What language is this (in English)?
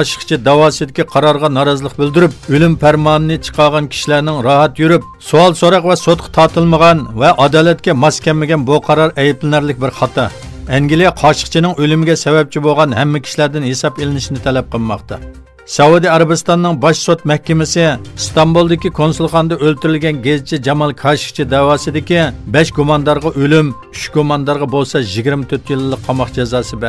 Uyghur